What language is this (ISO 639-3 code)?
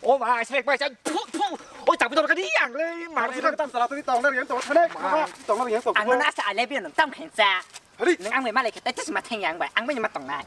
trp